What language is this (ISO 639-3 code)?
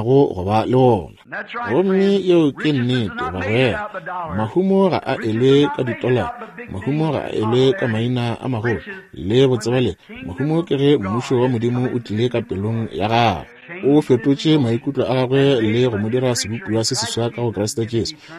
nso